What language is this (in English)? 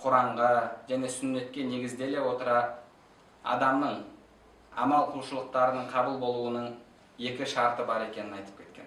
Kazakh